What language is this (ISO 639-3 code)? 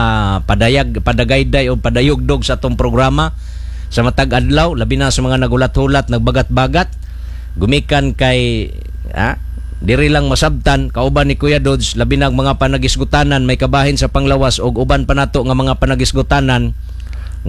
ceb